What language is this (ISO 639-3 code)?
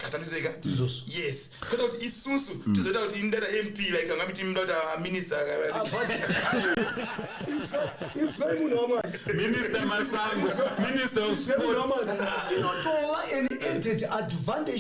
sna